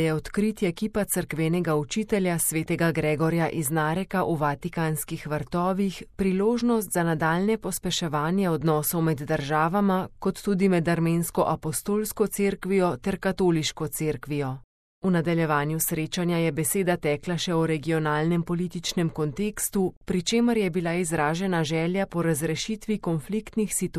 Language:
Slovenian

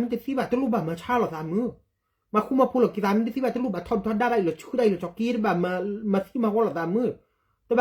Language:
S'gaw Karen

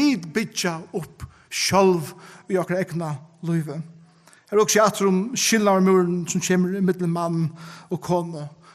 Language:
Faroese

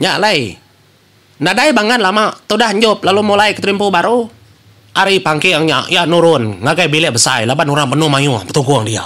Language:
Iban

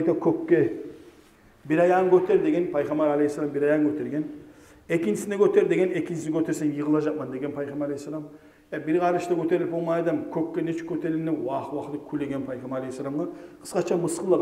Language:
Kumyk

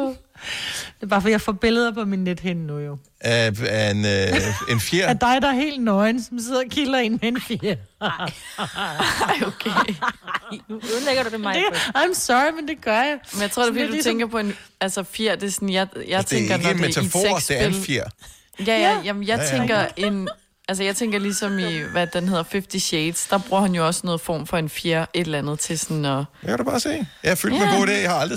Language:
Danish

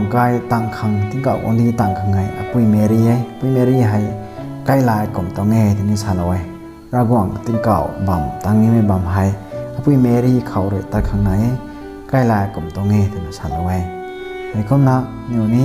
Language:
Rongmei Naga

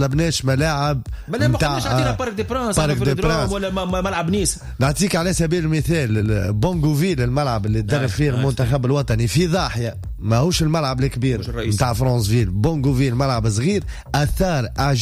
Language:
Tunisian Arabic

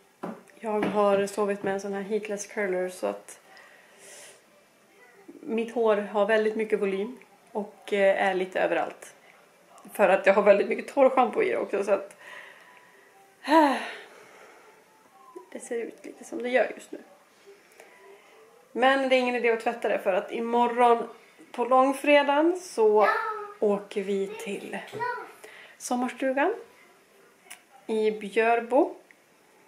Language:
Swedish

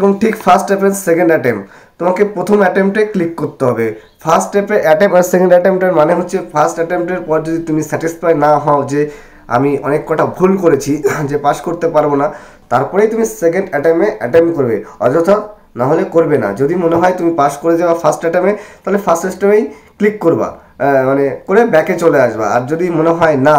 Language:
Bangla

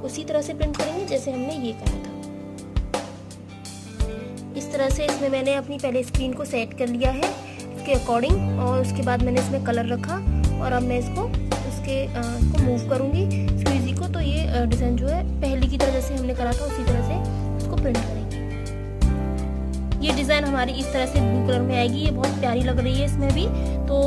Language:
Hindi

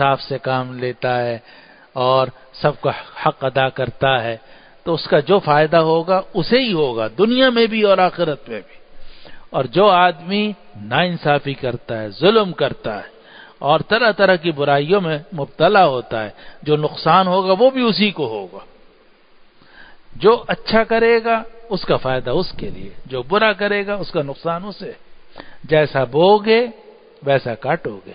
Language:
Urdu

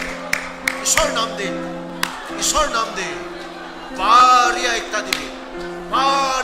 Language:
Naga Pidgin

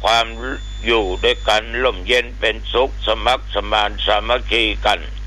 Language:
Thai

